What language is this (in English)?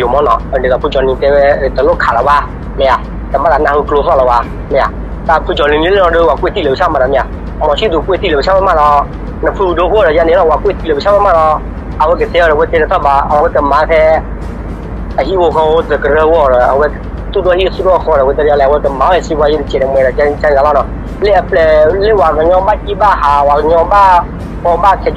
S'gaw Karen